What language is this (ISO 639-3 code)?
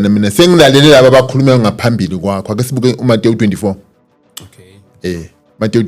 zul